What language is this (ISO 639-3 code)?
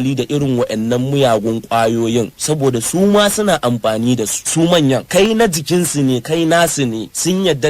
hau